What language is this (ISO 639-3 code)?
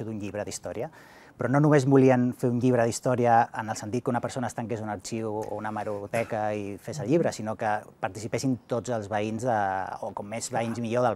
cat